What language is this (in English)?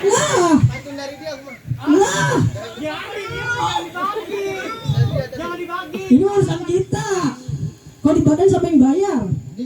Betawi